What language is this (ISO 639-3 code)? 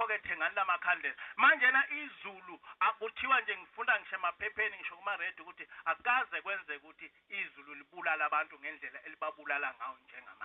zul